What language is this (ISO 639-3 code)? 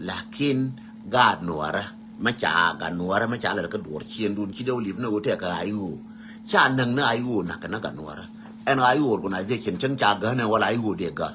nus